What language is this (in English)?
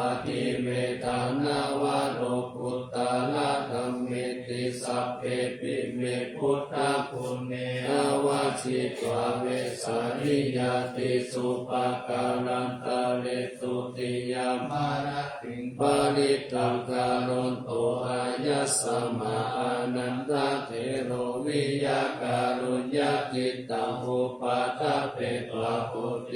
Pali